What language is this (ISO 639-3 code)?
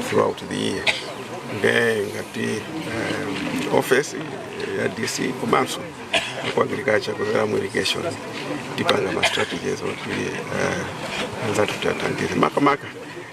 nya